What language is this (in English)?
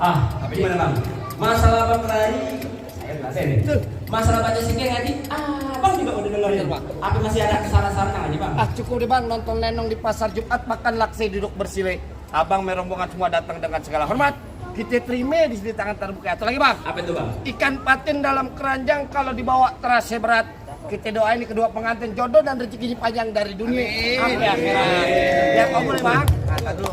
Betawi